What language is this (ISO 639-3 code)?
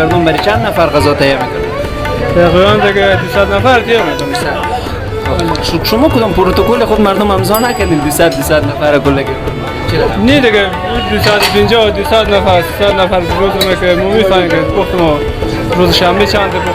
fas